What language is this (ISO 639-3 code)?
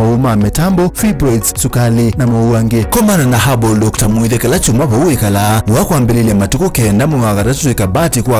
kam